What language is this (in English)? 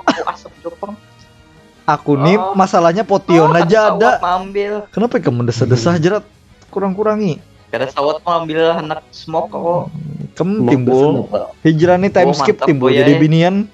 Banjar